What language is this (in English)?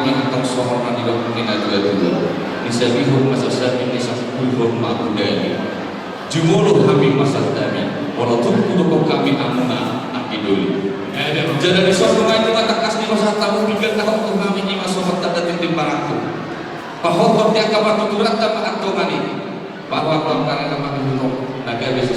Batak Toba